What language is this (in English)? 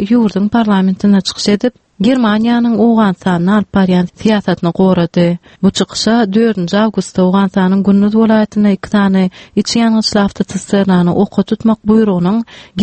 Turkmen